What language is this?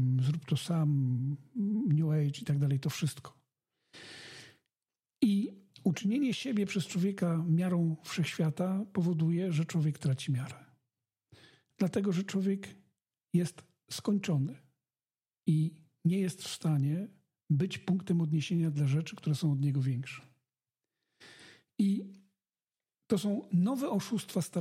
Polish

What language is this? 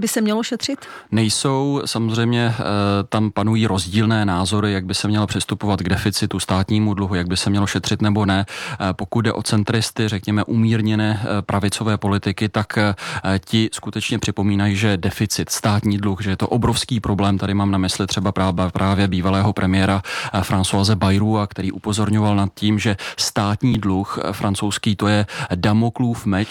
Czech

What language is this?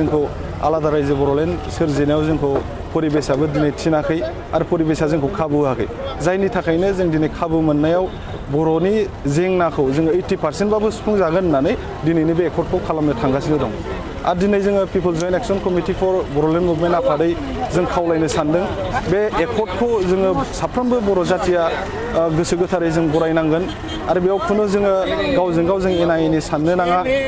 Bodo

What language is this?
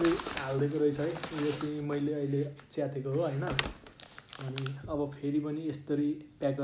Nepali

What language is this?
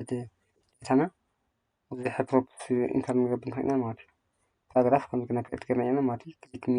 Tigrinya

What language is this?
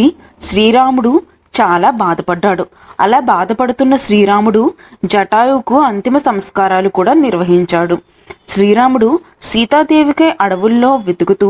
Telugu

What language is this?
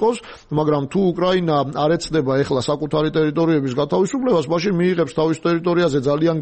Georgian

